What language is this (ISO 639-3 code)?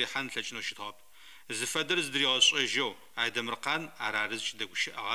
ady